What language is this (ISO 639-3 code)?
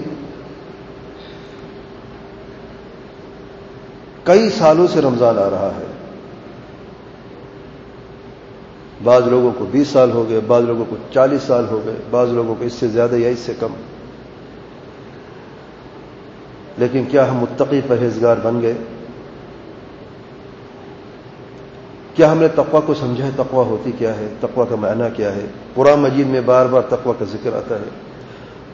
urd